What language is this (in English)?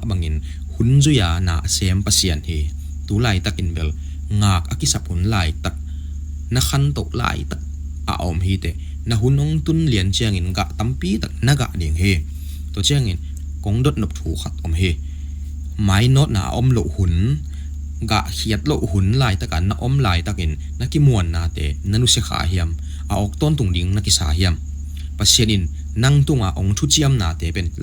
Tedim Chin